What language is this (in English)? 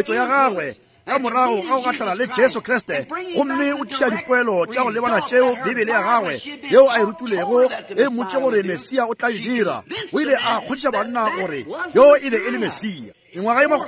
Northern Sotho